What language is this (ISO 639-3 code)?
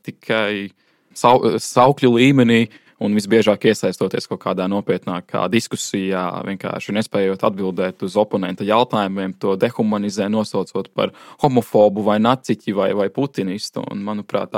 lav